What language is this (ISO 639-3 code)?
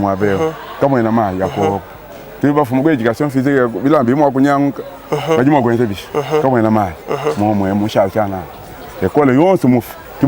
lua